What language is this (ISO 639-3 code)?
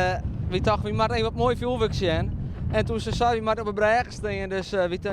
fry